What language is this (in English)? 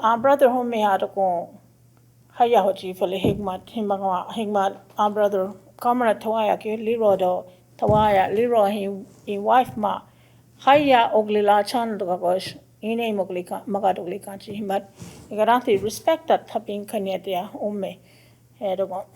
Choctaw